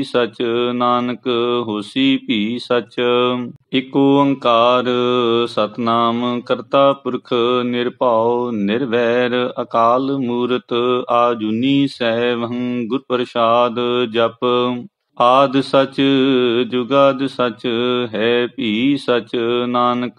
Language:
Punjabi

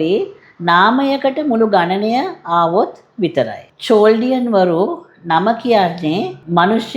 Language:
Sinhala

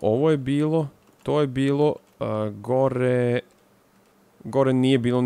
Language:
Serbian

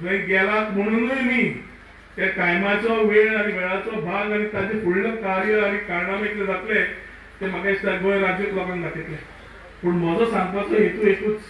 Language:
Konkani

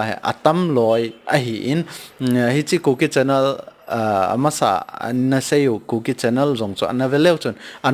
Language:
Thado Chin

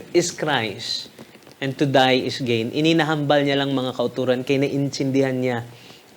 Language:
Hiligaynon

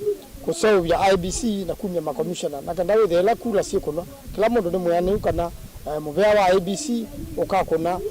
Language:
Kamba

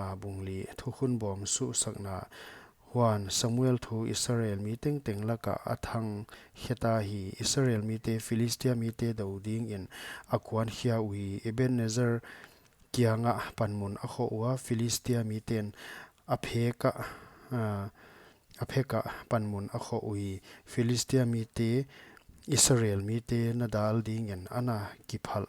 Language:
Paite Chin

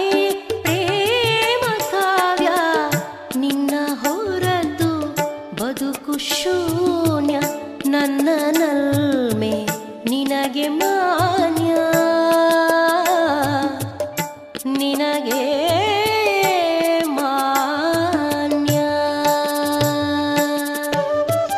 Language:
Kannada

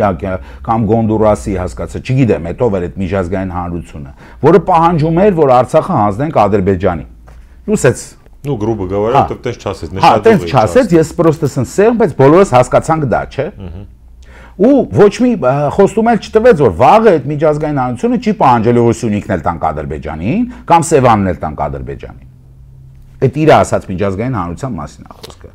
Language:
Armenian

